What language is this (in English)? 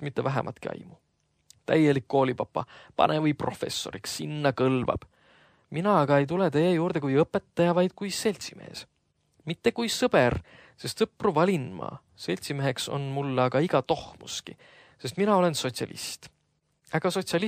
Estonian